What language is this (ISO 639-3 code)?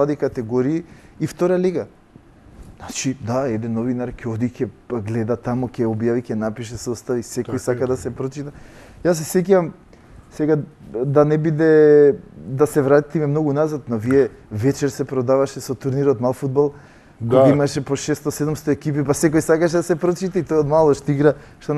mkd